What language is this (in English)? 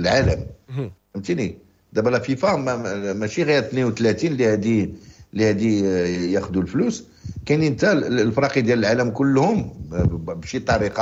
Moroccan Arabic